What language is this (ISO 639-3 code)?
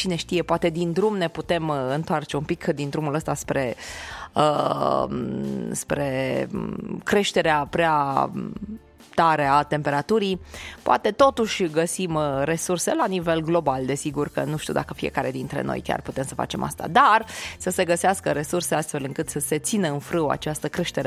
ron